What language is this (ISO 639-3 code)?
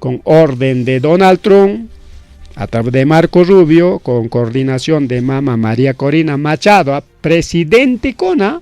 quy